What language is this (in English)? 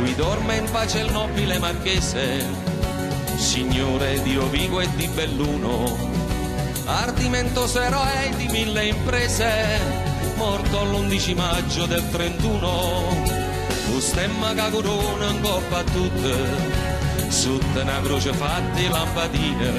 Neapolitan